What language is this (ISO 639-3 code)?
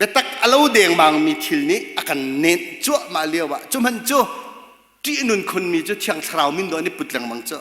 cnh